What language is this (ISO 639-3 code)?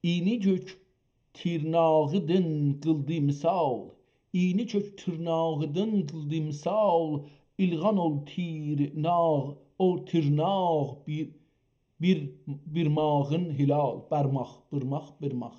azb